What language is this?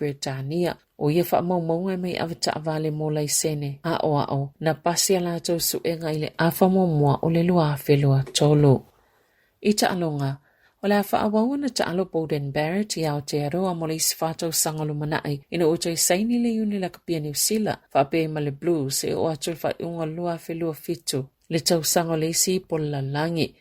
Samoan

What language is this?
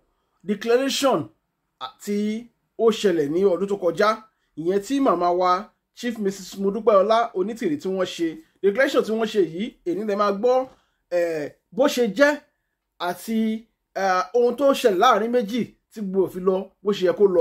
Yoruba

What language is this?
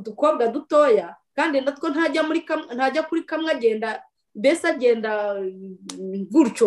Kinyarwanda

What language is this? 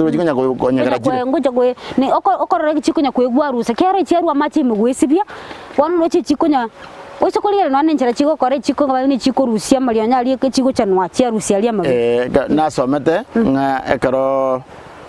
Gusii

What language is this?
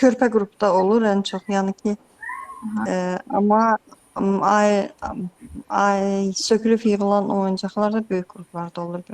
Azerbaijani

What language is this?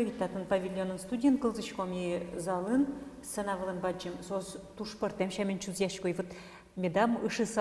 Udmurt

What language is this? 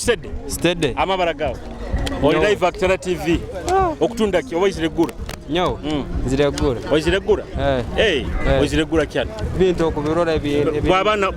Nyoro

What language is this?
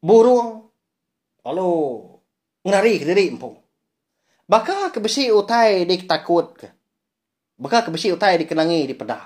Iban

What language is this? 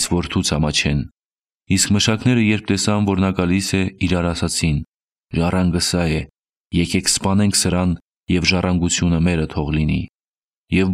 Armenian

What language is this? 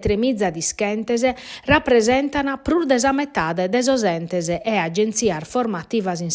Sardinian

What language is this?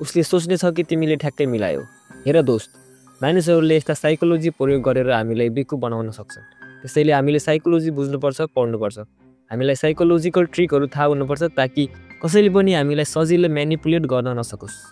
Nepali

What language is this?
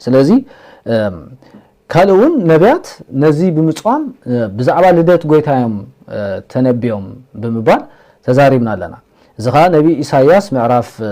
Tigrinya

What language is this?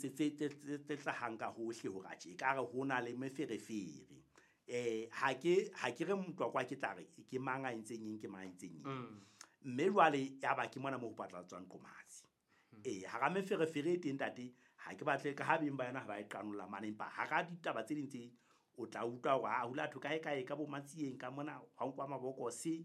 Southern Sotho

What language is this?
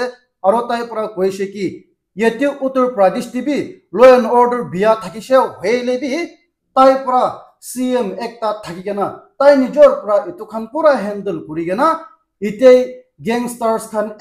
Naga Pidgin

